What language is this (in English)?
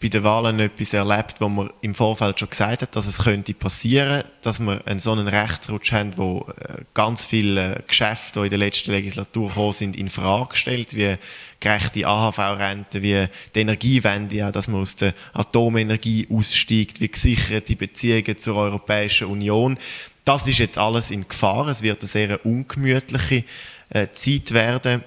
Swiss German